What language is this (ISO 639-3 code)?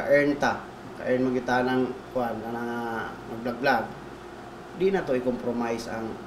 ceb